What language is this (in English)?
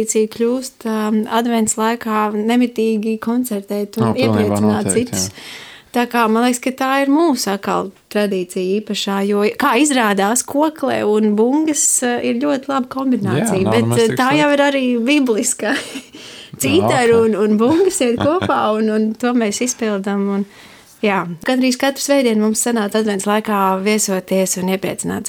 Latvian